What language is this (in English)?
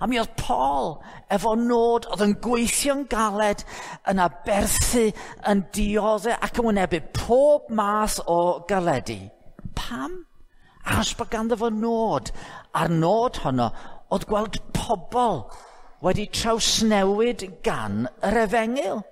Welsh